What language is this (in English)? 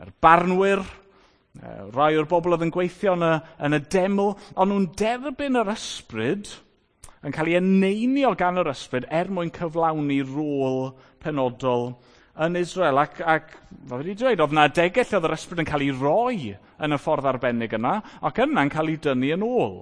Welsh